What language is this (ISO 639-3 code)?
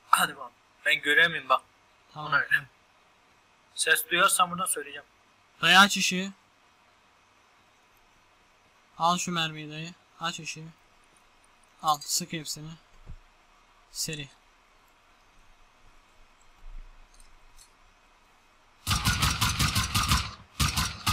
tur